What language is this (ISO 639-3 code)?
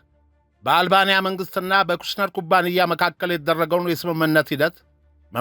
amh